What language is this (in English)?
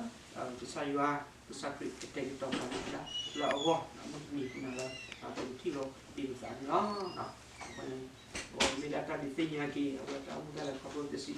S'gaw Karen